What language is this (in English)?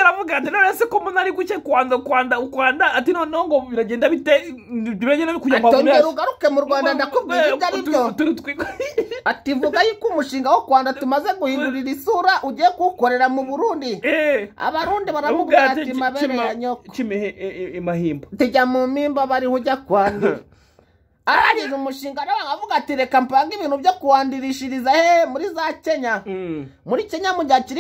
Kinyarwanda